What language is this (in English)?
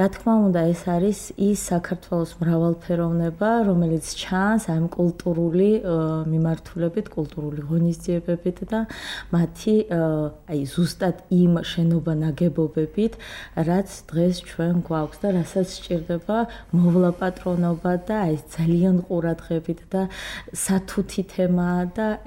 Georgian